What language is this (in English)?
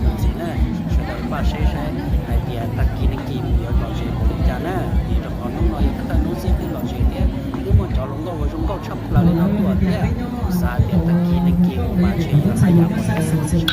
Hmong